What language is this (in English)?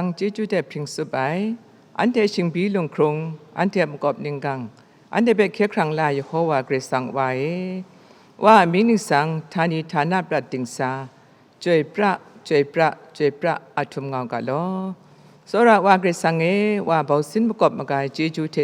Kachin